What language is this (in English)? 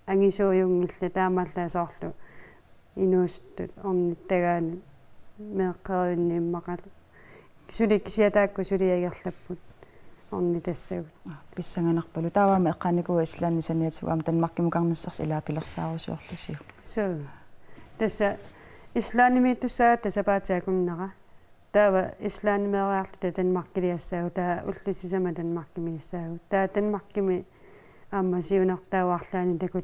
Kalaallisut